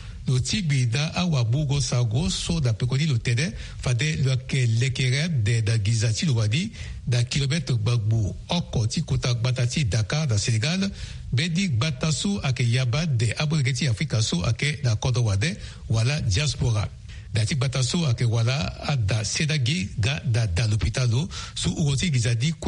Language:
Sango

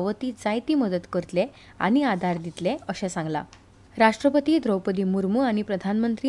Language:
Konkani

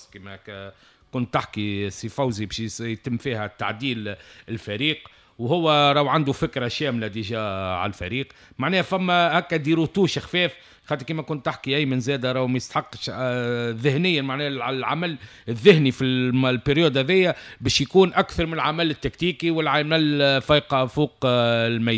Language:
Tunisian Arabic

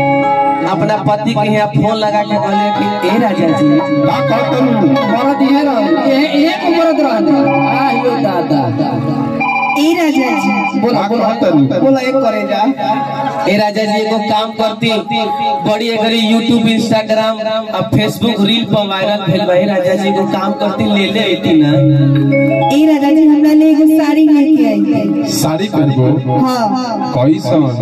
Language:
Bhojpuri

